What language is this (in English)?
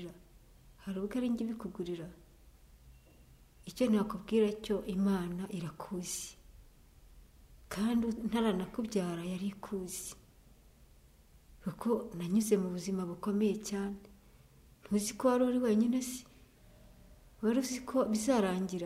Kinyarwanda